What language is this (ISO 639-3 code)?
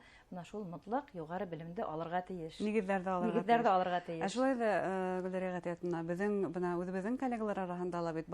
bak